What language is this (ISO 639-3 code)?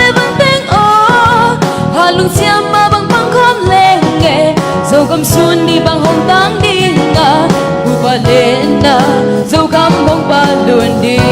ctd